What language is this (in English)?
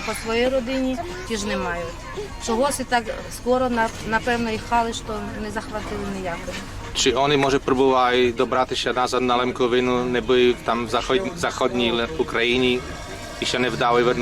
Rusyn